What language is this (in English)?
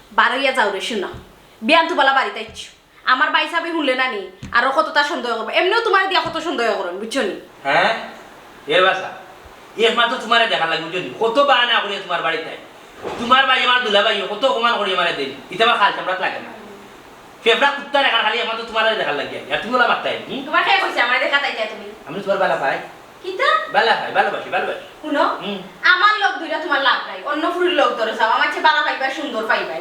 Sylheti